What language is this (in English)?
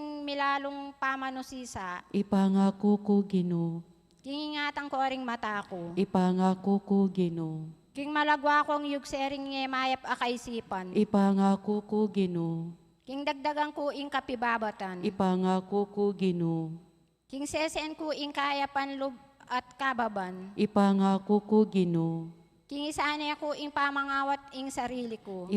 Pampanga